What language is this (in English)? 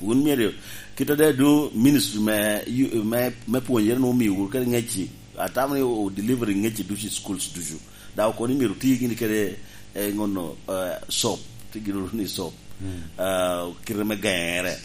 Lango (Uganda)